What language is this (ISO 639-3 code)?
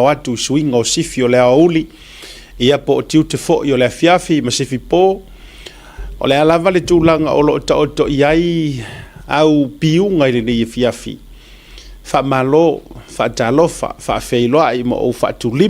smo